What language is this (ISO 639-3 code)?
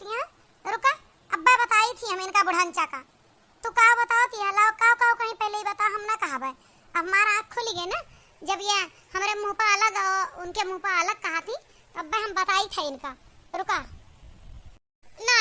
awa